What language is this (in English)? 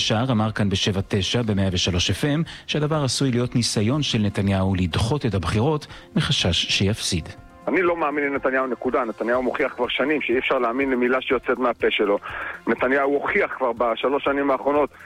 Hebrew